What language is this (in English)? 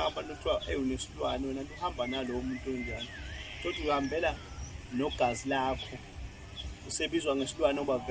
Zulu